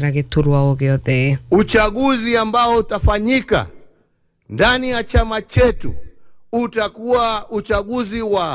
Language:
Kikuyu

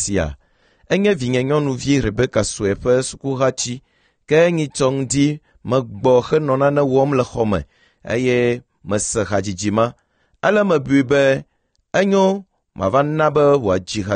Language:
Ewe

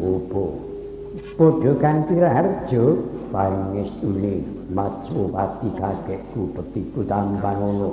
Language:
Javanese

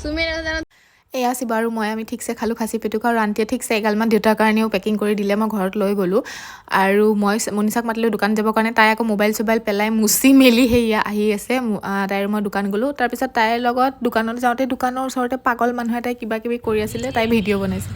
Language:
Assamese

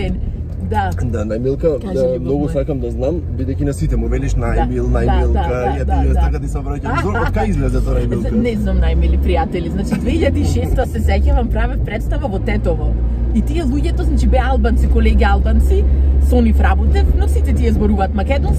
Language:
Macedonian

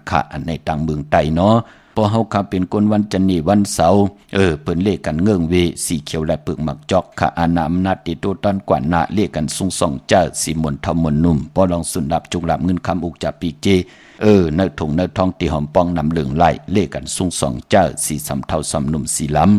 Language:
Shan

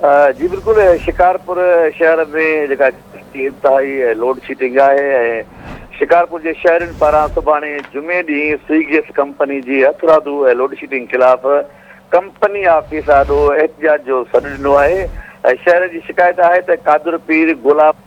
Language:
Sindhi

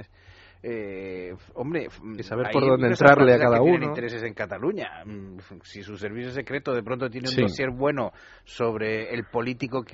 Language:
Spanish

